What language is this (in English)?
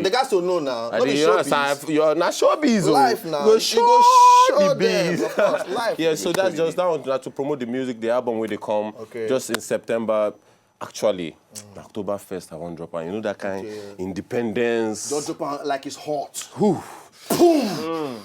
Nigerian Pidgin